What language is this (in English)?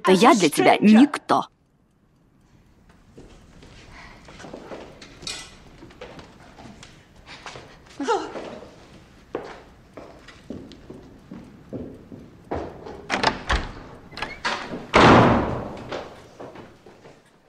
Russian